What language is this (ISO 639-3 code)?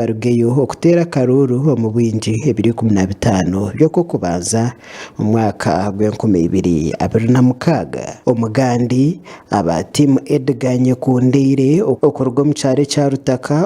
nyn